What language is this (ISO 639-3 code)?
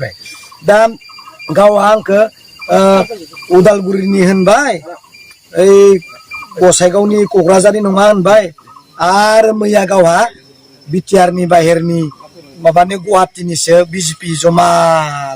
brx